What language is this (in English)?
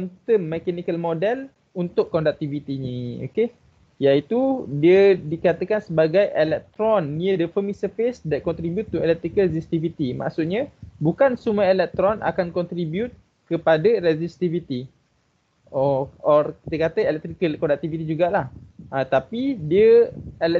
Malay